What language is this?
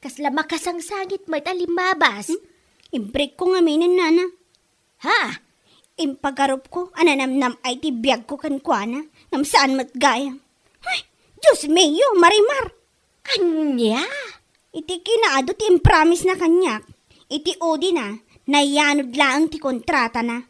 Iloko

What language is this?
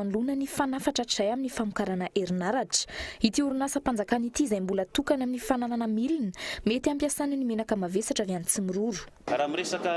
Malagasy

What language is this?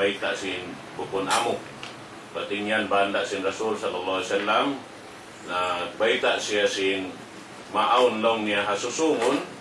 Tausug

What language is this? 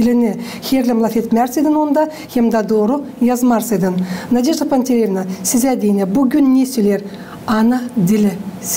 Gagauz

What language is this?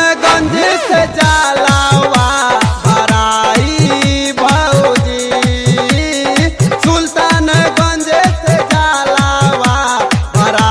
Bhojpuri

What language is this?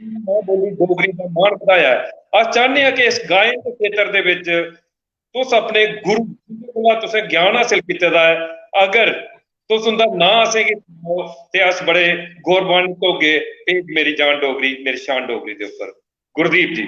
Dogri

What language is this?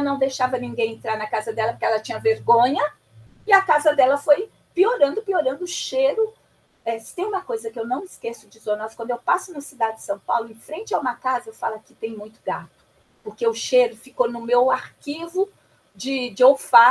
Portuguese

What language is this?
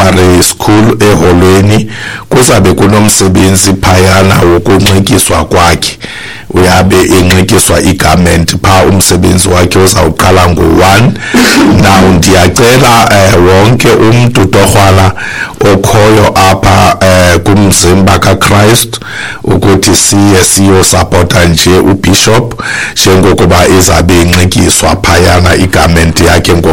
Xhosa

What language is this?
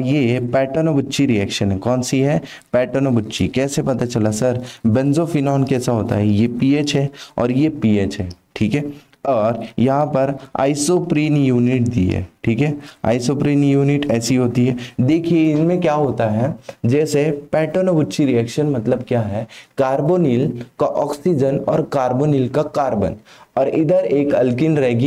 Hindi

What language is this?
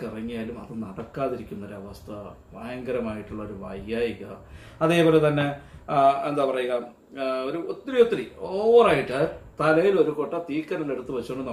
Malayalam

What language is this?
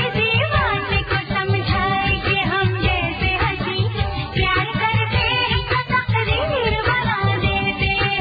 Hindi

